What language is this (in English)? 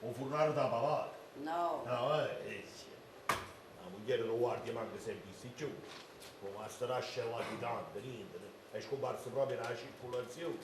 Neapolitan